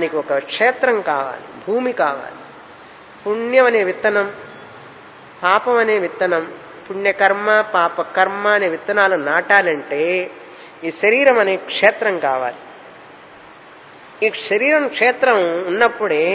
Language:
Telugu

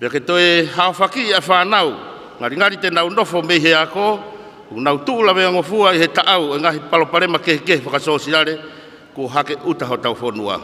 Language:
Tongan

